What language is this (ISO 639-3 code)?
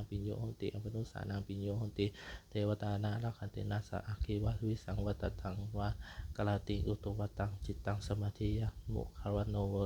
pli